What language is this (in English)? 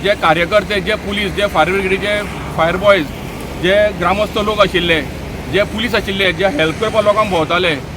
Konkani